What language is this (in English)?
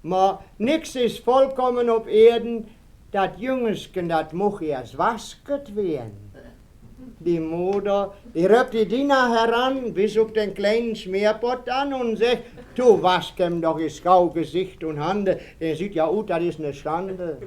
Westphalien